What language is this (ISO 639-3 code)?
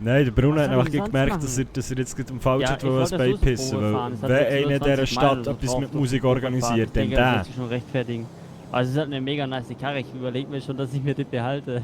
gsw